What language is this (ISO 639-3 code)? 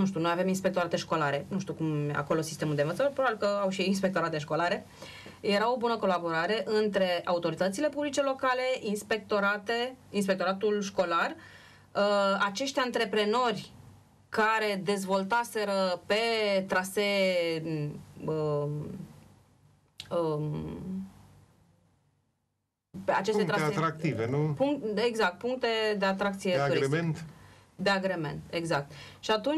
ron